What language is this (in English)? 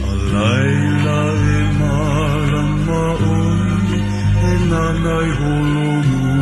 Hawaiian